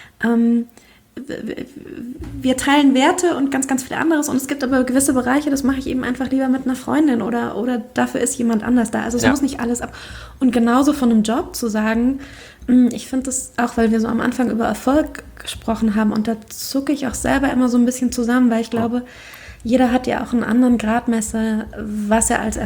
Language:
German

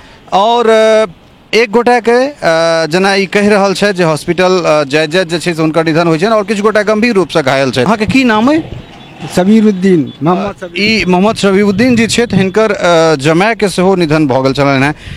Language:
Maithili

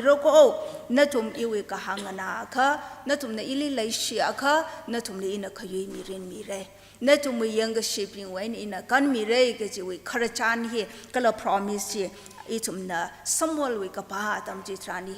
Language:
Tangkhul Naga (India)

